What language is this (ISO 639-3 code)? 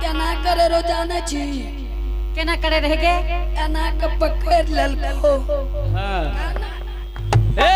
anp